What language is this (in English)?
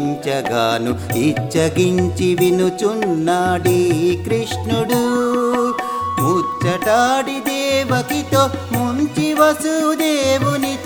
Telugu